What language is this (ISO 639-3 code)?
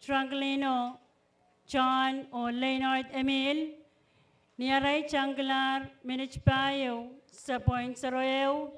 pon